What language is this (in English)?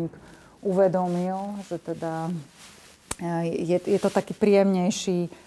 Slovak